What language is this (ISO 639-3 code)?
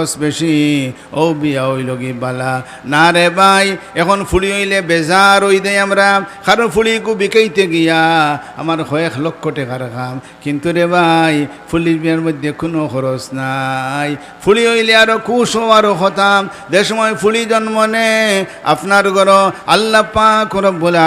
syl